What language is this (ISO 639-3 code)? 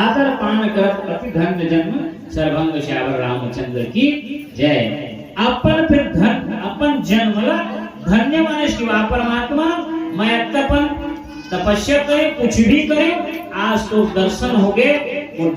hne